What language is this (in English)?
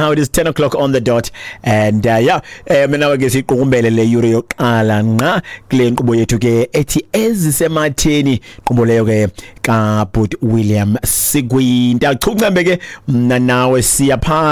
Xhosa